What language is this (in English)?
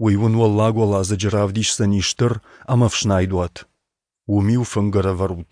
Ossetic